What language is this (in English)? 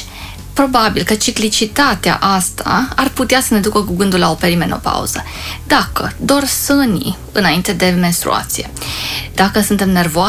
Romanian